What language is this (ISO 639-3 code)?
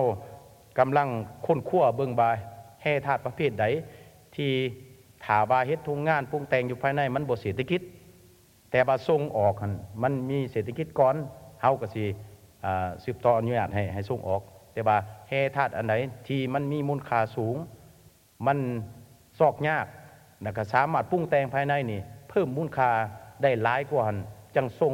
lao